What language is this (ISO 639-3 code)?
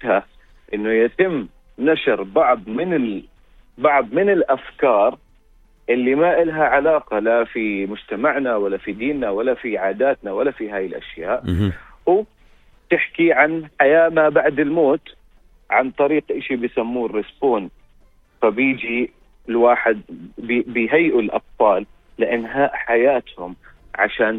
apc